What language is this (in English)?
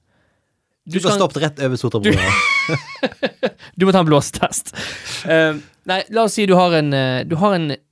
Norwegian